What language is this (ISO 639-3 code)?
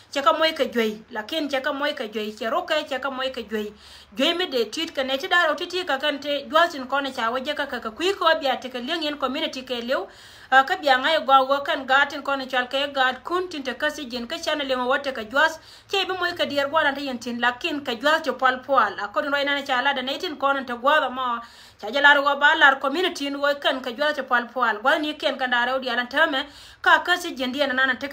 nus